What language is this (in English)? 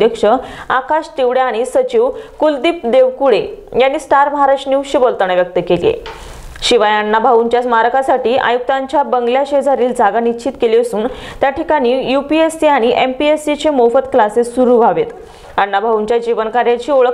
Marathi